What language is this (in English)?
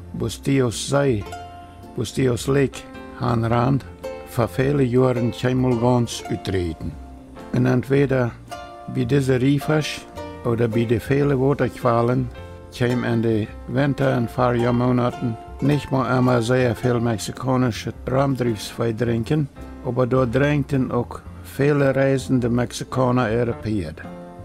Plautdietsch